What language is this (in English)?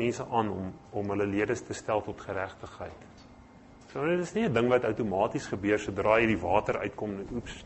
Afrikaans